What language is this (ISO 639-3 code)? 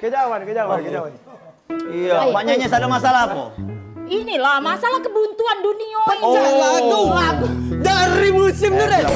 mui